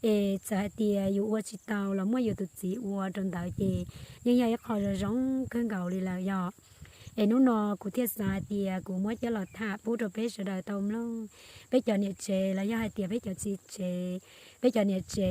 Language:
Hmong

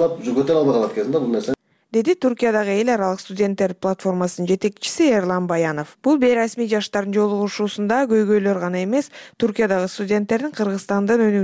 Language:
Kyrgyz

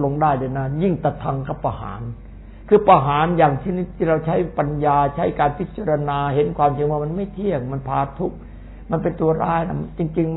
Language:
Thai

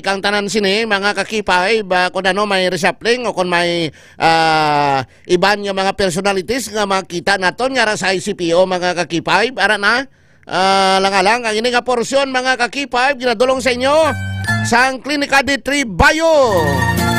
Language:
Hiligaynon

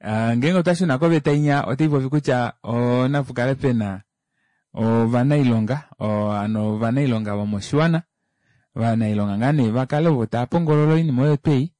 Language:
Kuanyama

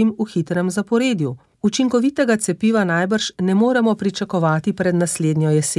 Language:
Slovenian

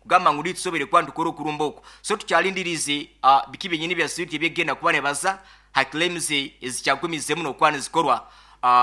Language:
Nyoro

